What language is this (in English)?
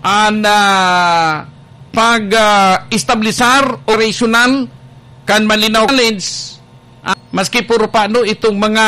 Bikol